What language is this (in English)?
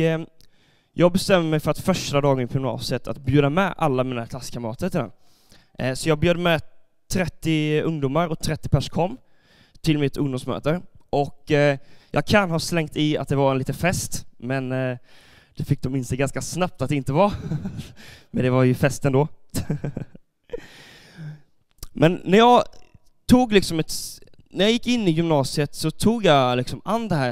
Swedish